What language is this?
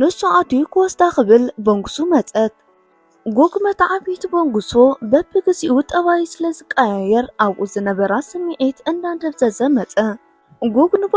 Tigrinya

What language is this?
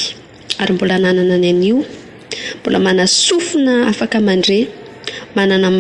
Malagasy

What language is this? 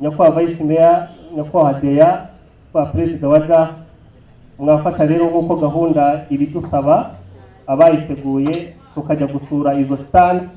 Kinyarwanda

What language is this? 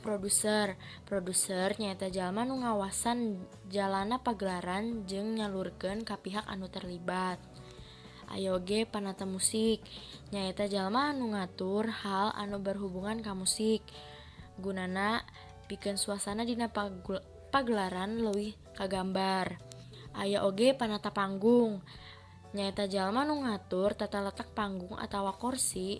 Sundanese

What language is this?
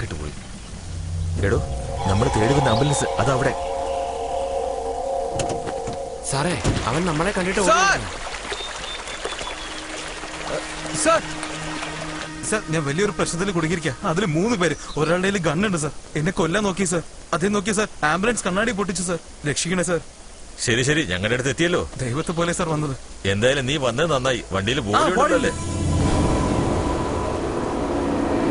Malayalam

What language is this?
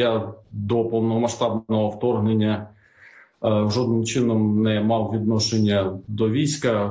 Ukrainian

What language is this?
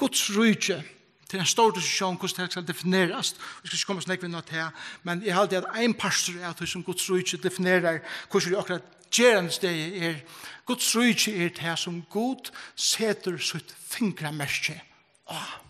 Faroese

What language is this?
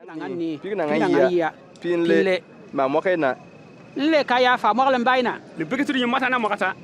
Bimoba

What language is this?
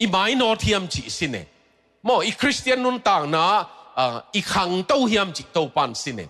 Tedim Chin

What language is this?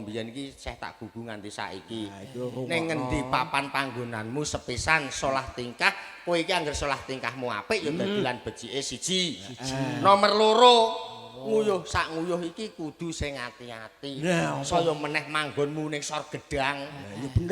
Javanese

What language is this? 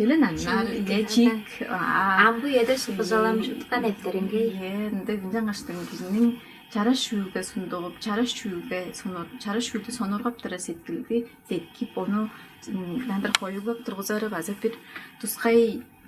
Tuvinian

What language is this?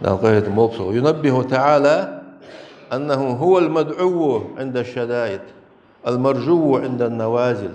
Ingush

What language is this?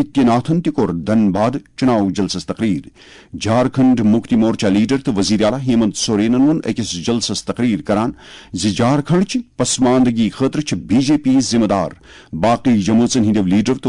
Kashmiri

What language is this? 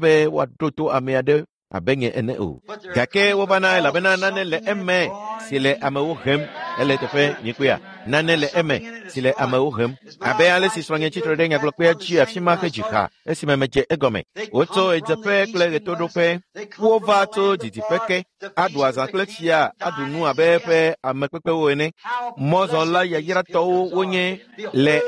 Ewe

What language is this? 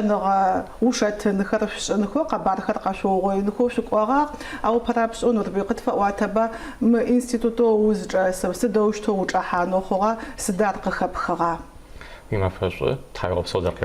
Adyghe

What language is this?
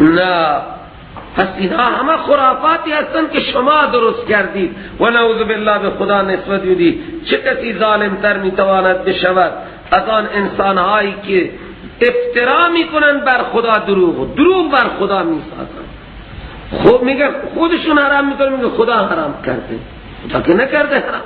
Persian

